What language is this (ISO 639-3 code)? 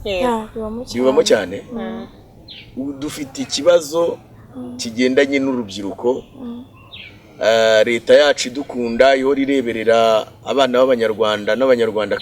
kin